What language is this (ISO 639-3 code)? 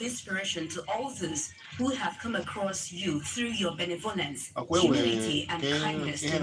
ibo